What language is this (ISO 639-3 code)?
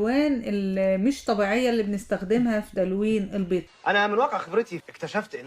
arz